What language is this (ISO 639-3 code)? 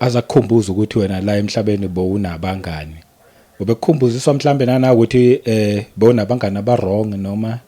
zul